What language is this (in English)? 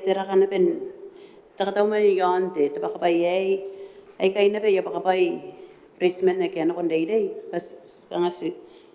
Gilbertese